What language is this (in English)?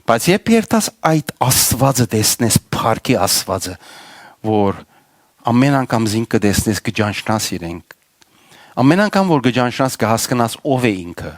Western Armenian